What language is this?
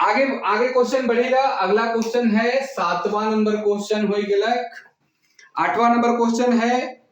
Sadri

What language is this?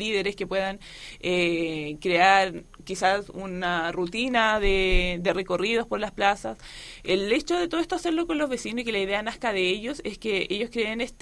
Spanish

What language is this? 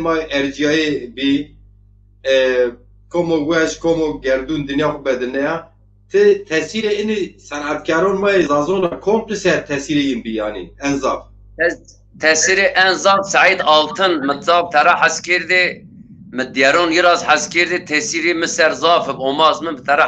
Zaza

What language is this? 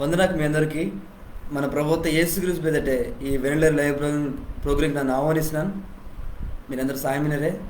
Koya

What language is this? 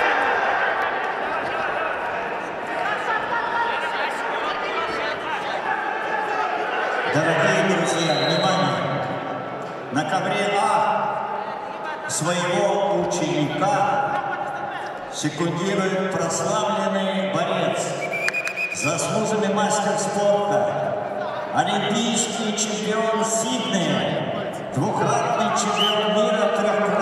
Russian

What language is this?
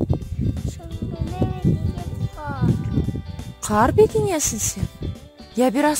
Crimean Tatar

